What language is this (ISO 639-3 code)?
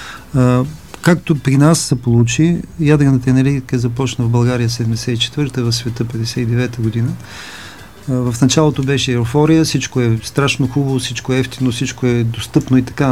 bul